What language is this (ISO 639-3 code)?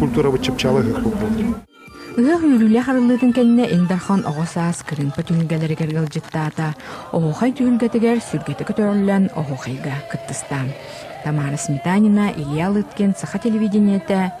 sah